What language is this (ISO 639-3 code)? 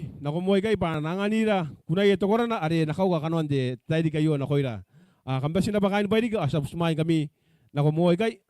gil